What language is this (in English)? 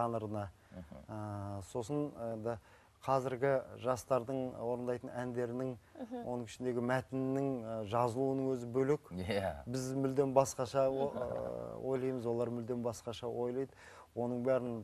Kazakh